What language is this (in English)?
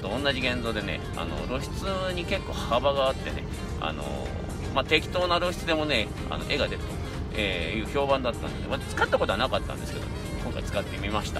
Japanese